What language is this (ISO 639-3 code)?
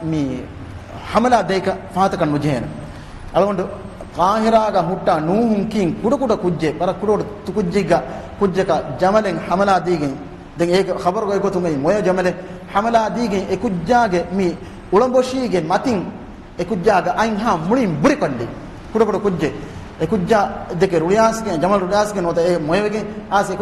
div